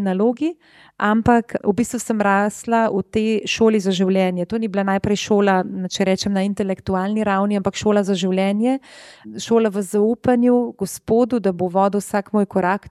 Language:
Slovenian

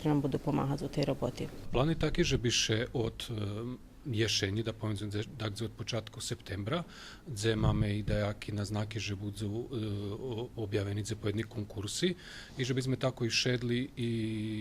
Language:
Rusyn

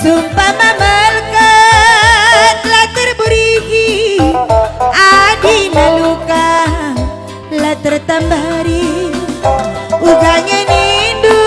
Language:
Batak Karo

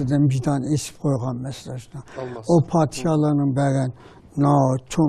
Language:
Uyghur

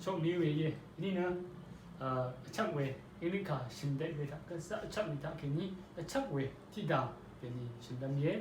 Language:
Rawang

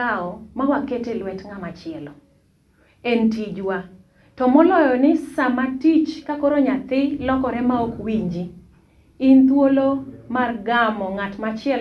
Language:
Luo (Kenya and Tanzania)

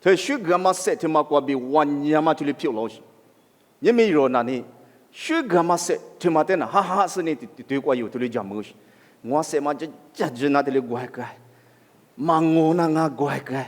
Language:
Lisu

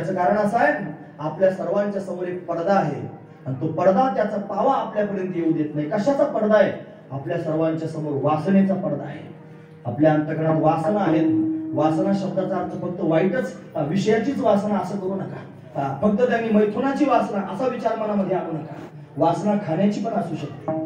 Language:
Marathi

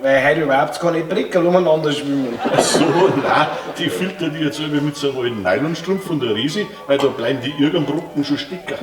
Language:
Bavarian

